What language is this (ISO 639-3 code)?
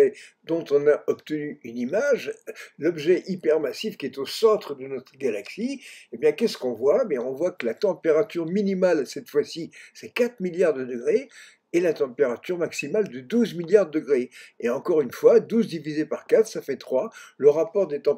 fra